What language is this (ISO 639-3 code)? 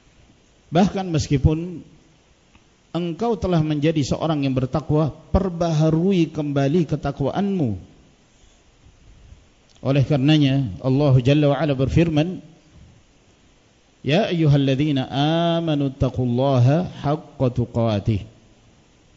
ind